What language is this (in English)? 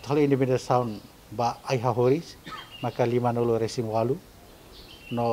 Tetum